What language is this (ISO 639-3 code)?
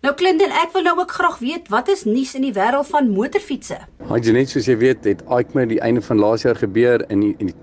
afr